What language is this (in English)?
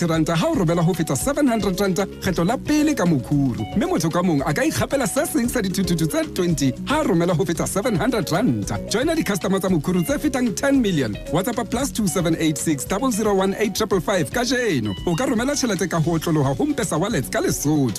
Southern Sotho